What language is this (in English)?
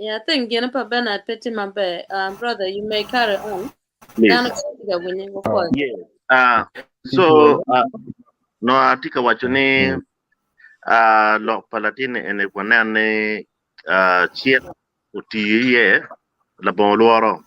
Acoli